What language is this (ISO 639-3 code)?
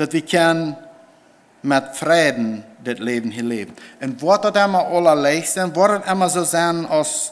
pdt